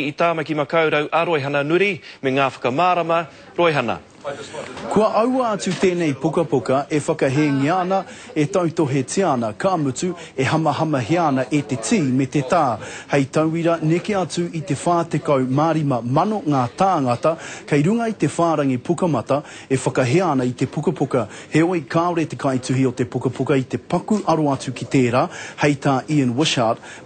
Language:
Māori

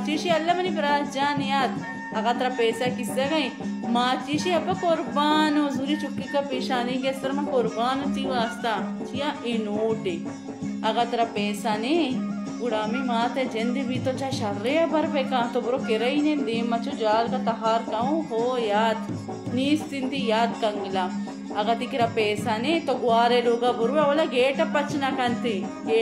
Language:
Baluchi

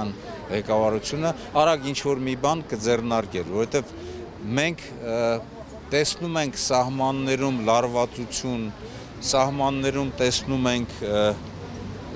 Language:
Armenian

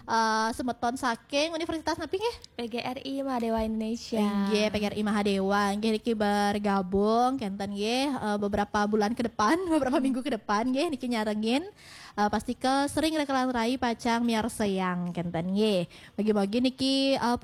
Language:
Balinese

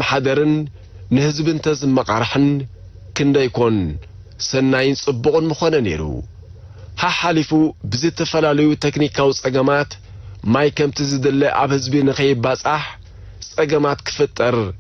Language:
Tigrinya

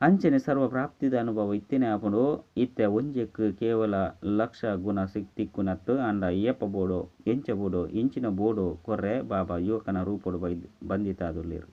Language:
Tulu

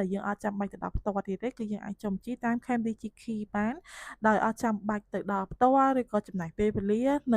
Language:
Khmer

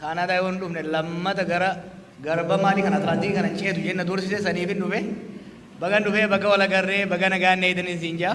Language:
Oromo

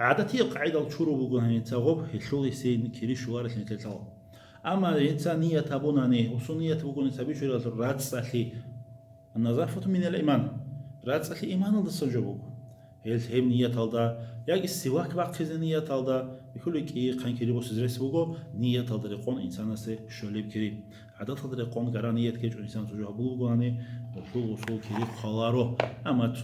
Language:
Avaric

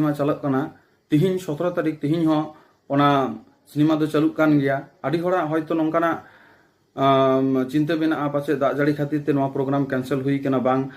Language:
Santali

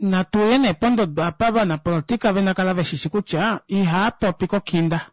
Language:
Kuanyama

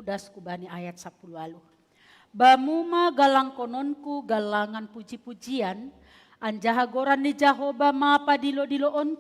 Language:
Batak Simalungun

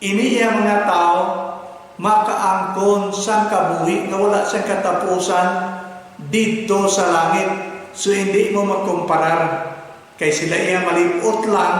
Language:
Hiligaynon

